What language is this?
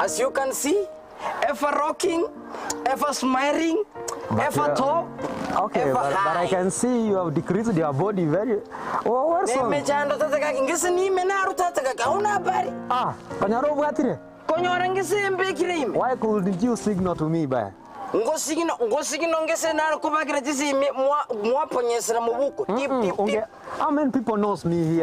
Gusii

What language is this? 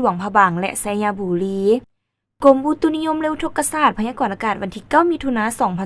Lao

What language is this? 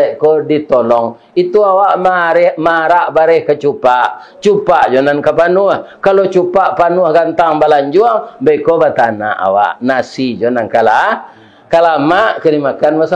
Minangkabau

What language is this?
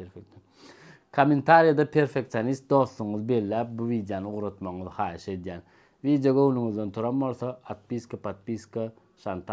Turkmen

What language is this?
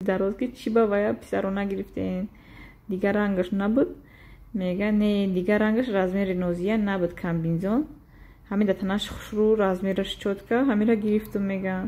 Tajik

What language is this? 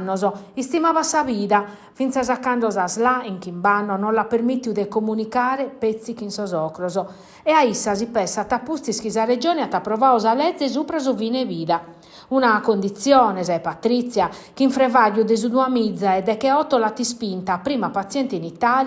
Sardinian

